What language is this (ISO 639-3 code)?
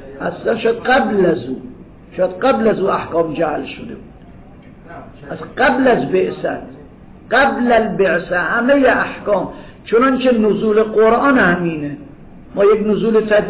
fas